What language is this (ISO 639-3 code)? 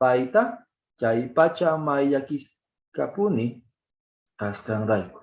que